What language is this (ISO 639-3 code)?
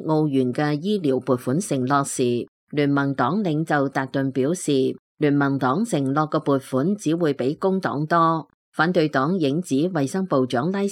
yue